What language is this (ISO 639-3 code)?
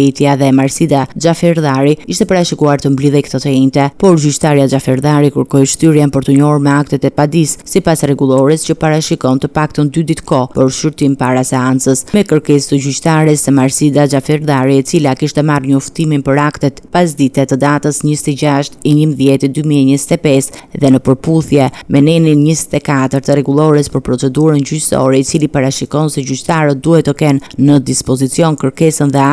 sqi